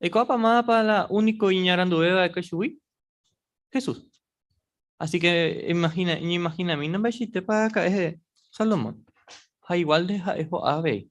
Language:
Guarani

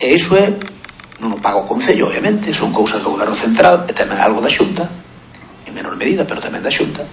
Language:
Galician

